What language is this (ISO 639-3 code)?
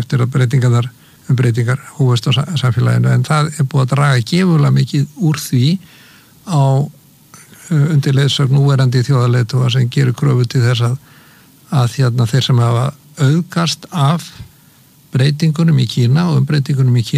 isl